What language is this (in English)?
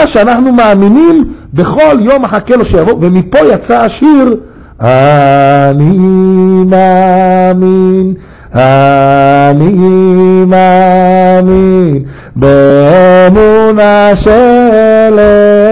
Hebrew